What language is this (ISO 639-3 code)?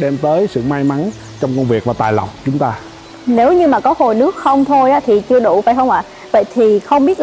vie